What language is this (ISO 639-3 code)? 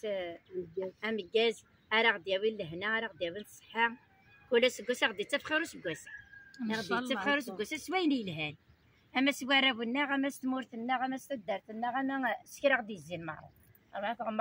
kab